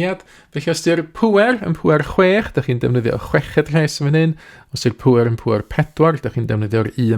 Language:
Welsh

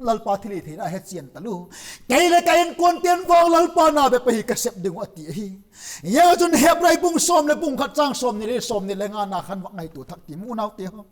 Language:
Vaiphei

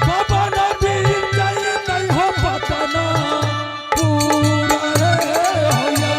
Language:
Angika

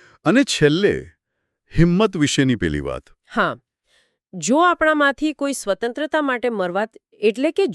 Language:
Gujarati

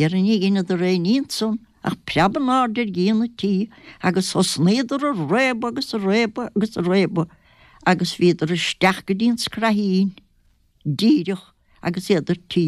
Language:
Irish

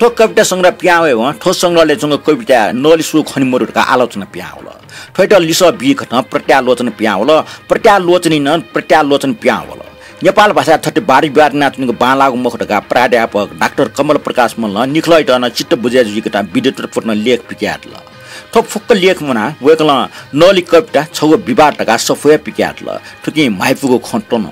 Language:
Newari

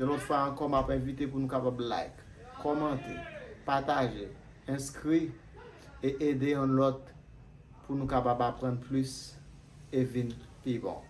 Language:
Haitian Creole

